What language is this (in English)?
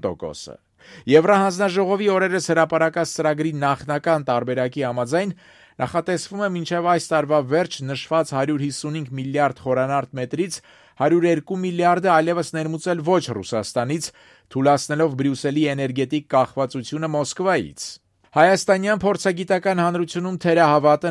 Armenian